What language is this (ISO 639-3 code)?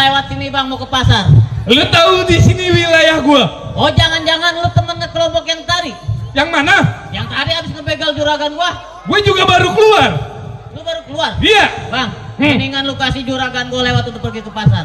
bew